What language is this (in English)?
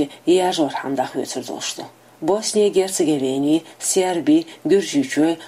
Chechen